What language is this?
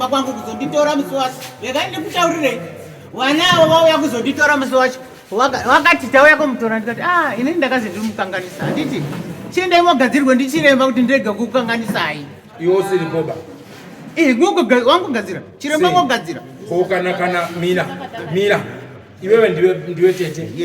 Shona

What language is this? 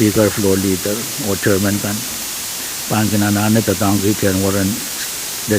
Pohnpeian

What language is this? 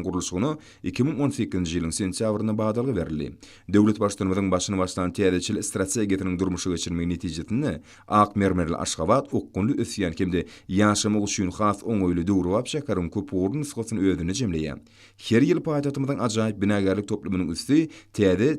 Turkmen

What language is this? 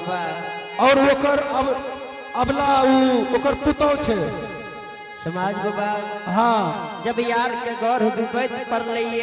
Angika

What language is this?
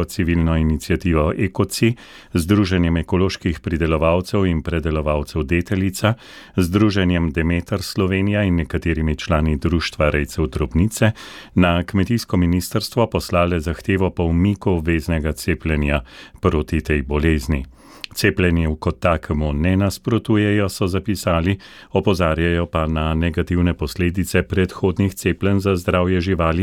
Slovenian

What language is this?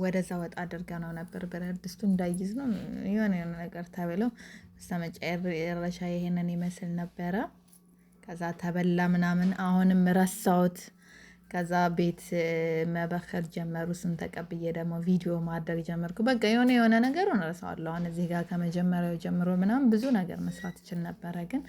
Amharic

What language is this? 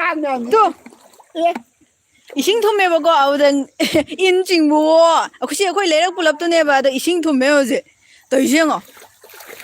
Manipuri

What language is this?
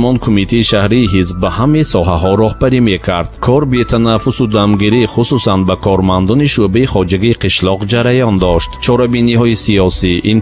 Tajik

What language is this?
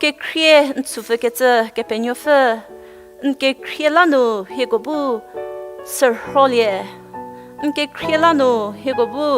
Angami Naga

